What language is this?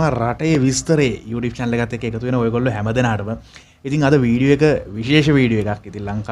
Sinhala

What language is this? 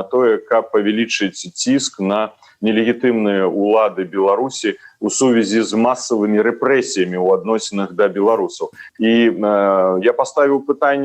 Belarusian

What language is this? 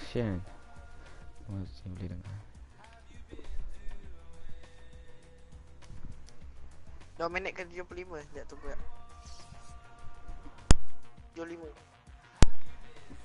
Malay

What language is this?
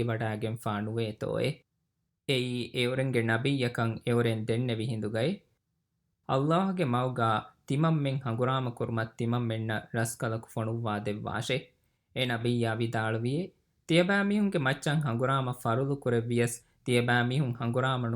Divehi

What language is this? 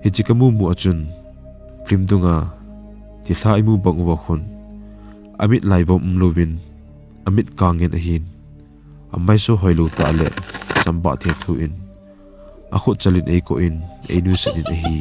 Thado Chin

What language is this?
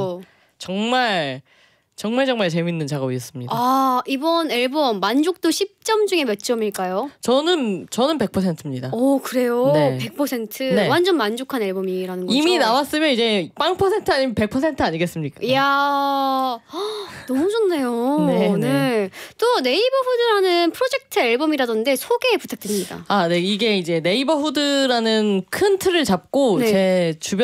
Korean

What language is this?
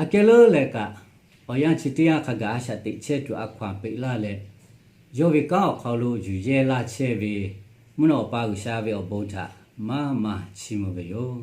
Lahu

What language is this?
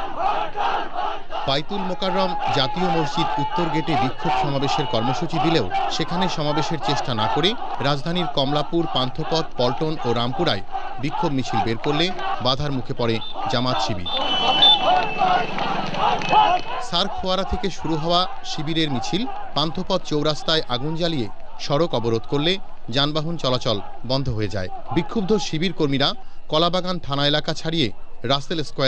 Bangla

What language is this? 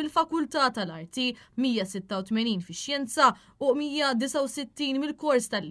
Maltese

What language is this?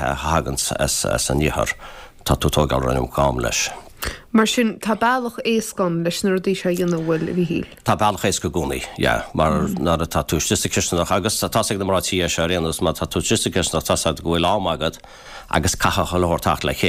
Irish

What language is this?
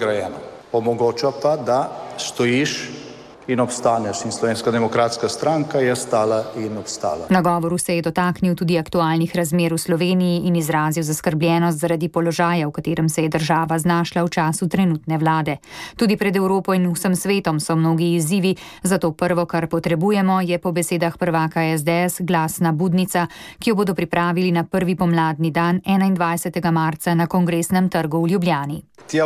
Slovenian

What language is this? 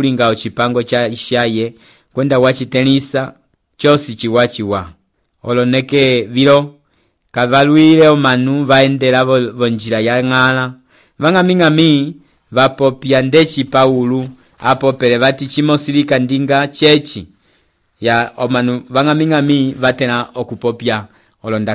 Umbundu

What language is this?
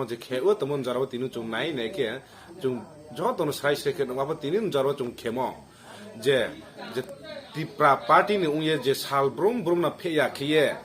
Riang (India)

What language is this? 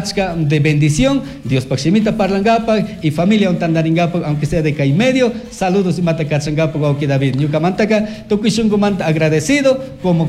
Chimborazo Highland Quichua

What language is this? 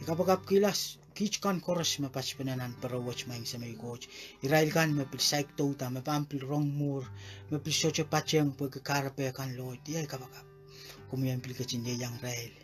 Pohnpeian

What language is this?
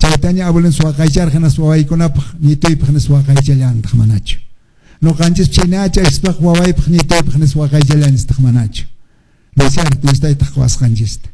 Quechua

